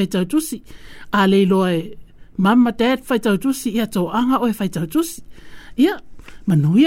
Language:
Samoan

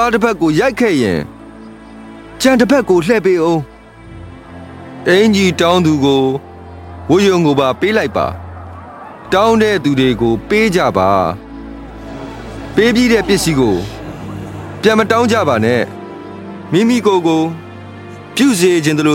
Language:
Burmese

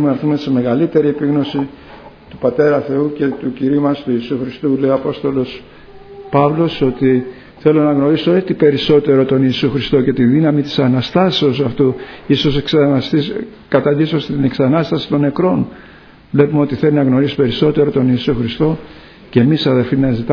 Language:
Greek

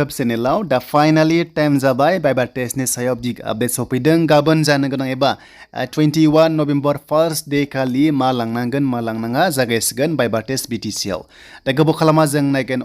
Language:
Bodo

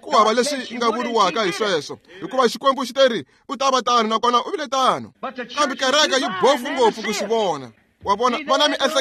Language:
Tsonga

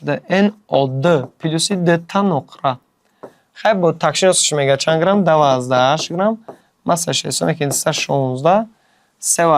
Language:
Tajik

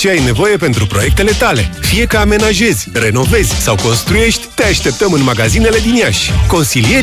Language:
Romanian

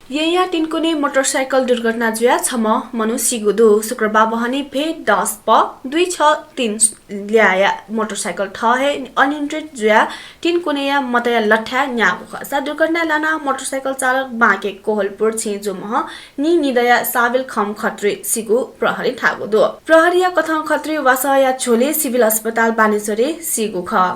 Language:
Newari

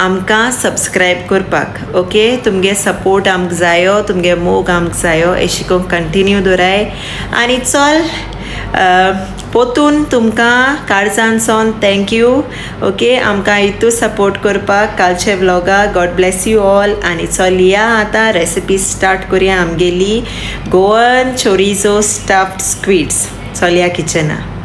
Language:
Konkani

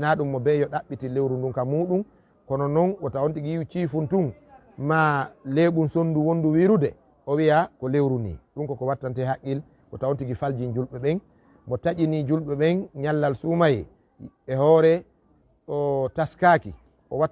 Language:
Fula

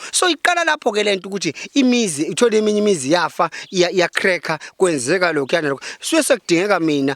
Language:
Zulu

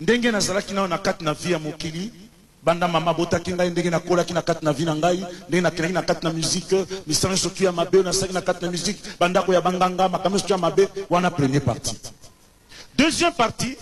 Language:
Lingala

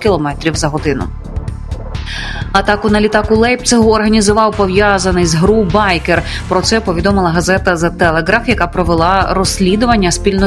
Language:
Ukrainian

